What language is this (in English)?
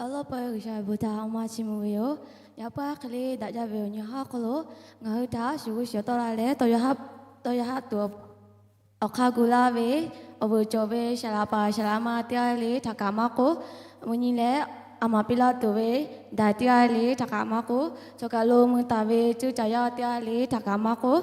Lahu